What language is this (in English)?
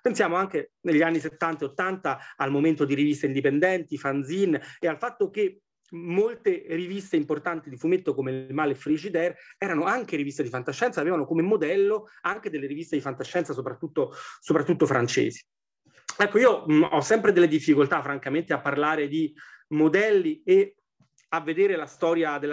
Italian